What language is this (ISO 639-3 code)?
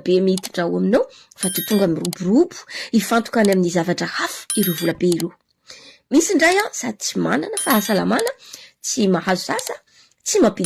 mlg